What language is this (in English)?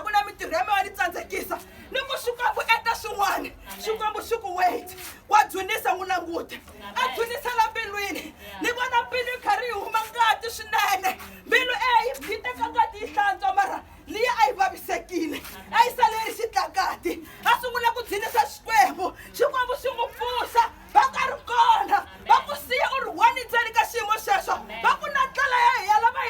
Tsonga